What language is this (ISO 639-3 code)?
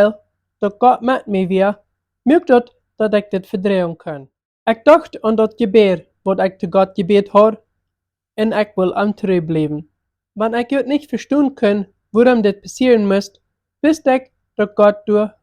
pdt